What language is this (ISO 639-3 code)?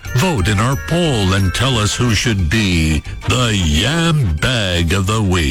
eng